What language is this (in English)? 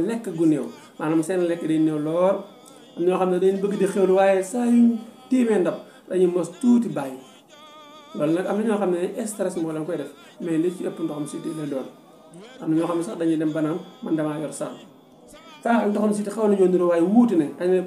Wolof